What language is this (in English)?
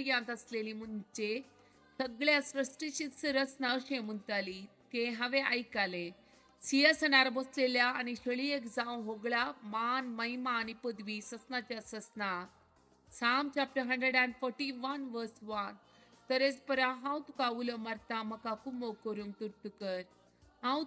Konkani